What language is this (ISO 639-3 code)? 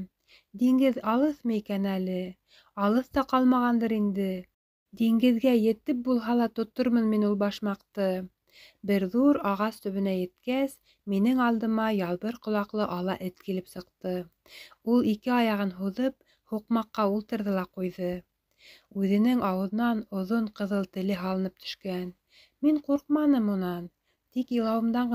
bak